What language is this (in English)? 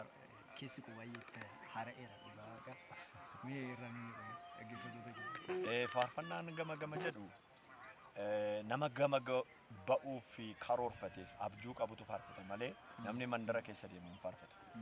Oromo